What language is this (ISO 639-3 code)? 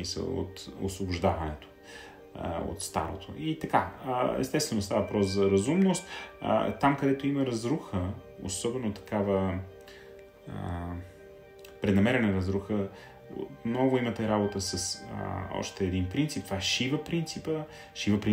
bul